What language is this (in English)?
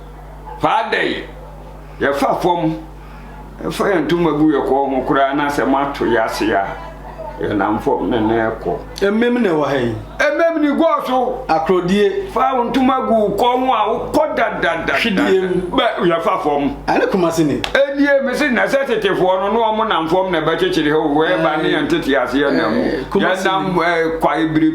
Akan